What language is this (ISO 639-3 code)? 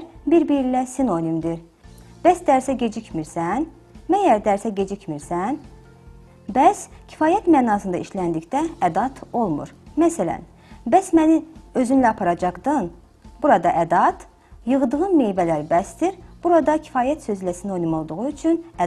aze